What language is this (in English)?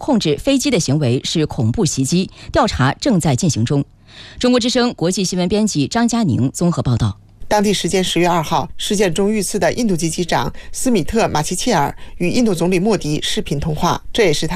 Chinese